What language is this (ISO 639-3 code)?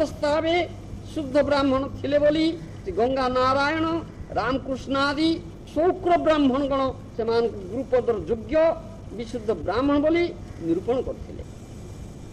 ori